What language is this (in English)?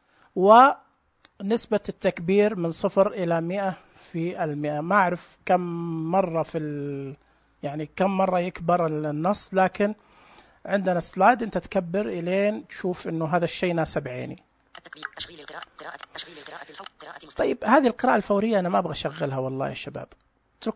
Najdi Arabic